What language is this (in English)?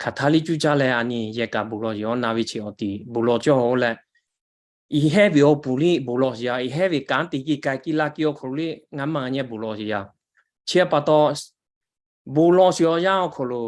Lahu